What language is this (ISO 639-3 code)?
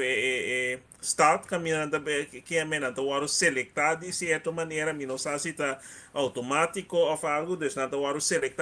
pap